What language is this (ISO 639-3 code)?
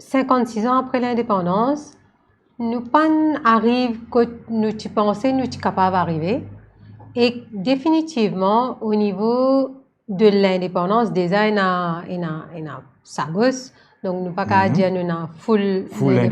mfe